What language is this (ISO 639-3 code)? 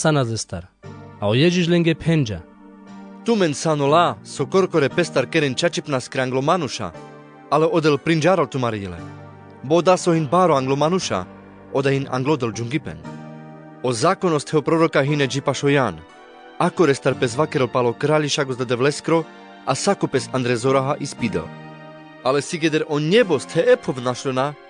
rmc